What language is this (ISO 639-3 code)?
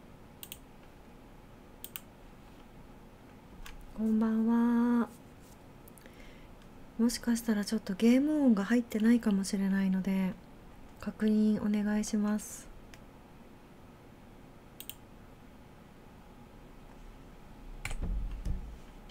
jpn